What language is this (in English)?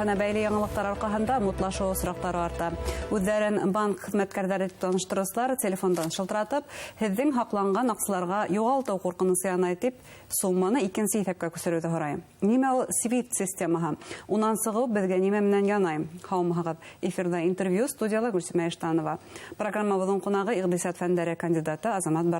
Bashkir